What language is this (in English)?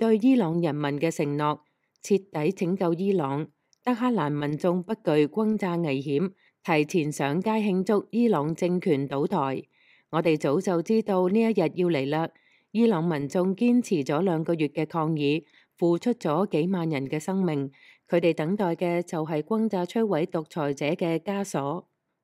Cantonese